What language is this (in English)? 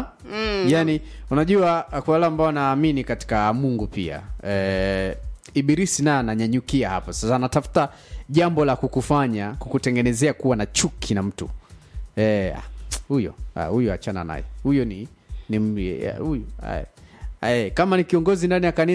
Swahili